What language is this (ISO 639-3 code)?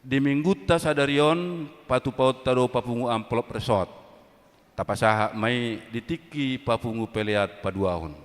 bbc